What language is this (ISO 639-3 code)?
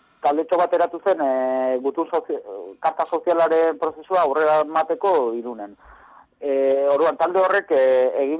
eus